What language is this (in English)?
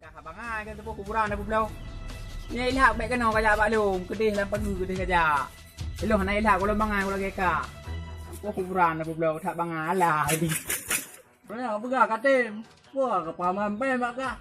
Achinese